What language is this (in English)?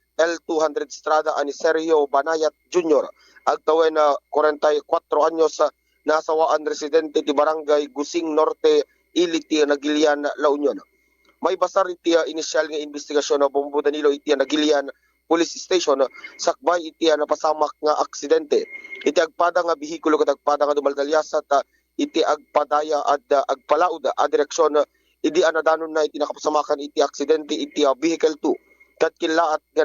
Iloko